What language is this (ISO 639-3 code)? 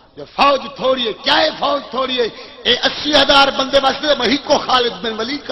skr